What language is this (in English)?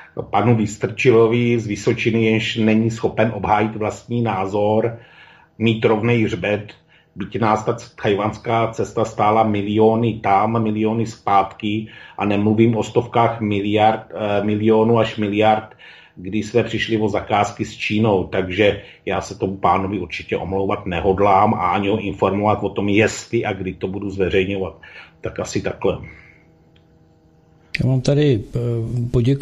Czech